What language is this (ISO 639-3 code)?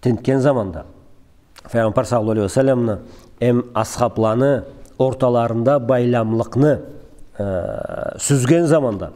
krc